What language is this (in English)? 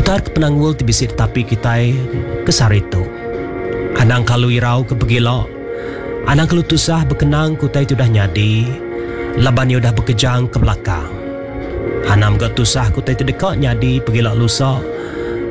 Iban